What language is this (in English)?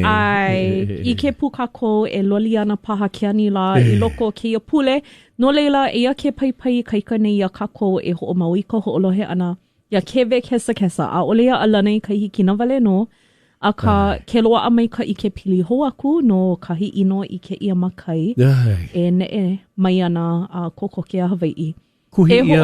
Hawaiian